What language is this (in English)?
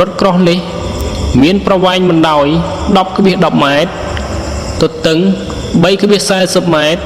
Khmer